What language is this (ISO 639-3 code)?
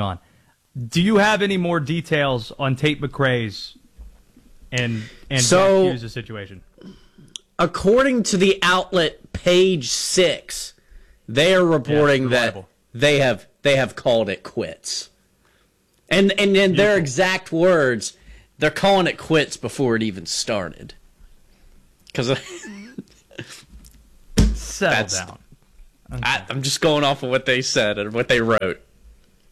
eng